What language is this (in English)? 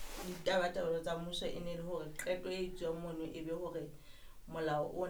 Southern Sotho